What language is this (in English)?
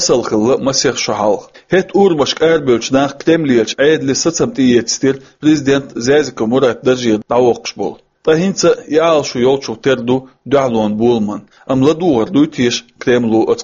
Chechen